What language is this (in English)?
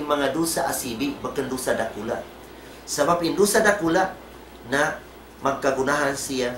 Tausug